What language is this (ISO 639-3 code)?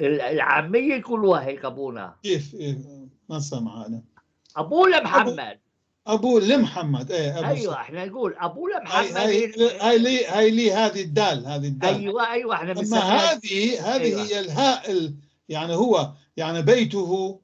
apc